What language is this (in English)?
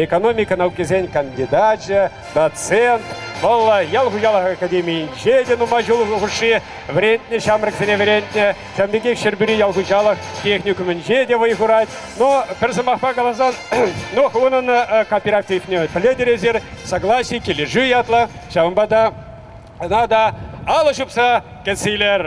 Chuvash